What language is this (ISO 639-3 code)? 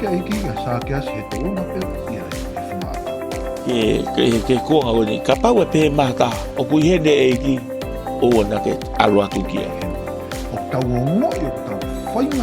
ton